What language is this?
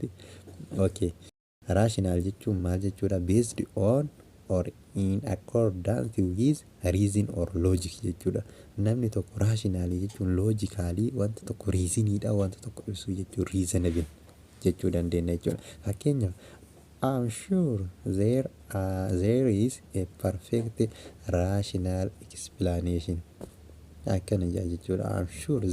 Oromo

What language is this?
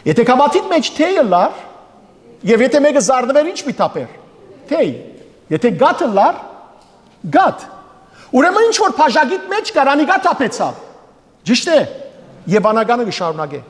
Western Armenian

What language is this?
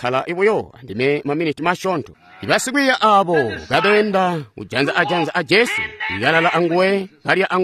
Tonga (Zambia)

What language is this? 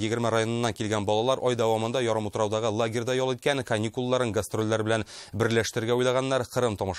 Tatar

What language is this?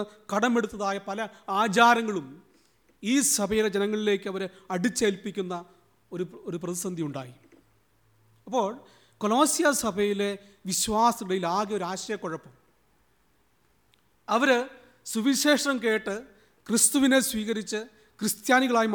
Malayalam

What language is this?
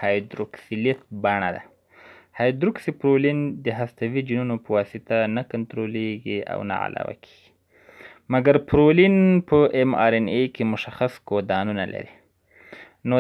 Pashto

